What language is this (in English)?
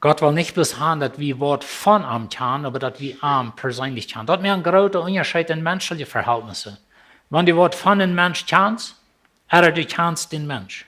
Plautdietsch